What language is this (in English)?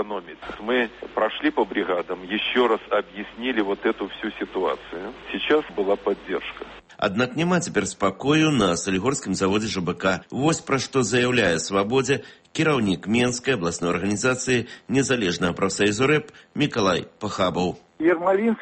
Belarusian